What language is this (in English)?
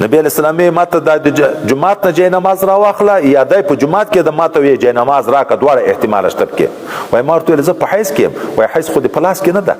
Pashto